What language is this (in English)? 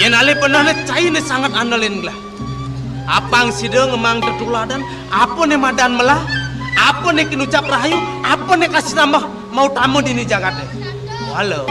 Balinese